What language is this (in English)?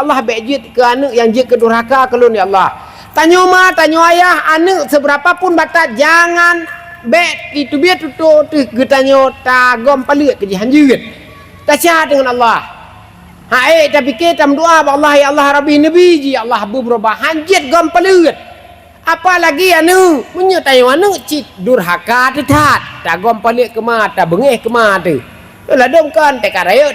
Achinese